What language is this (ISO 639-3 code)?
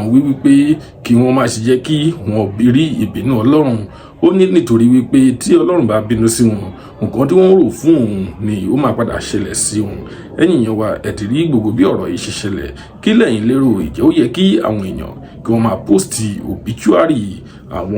yor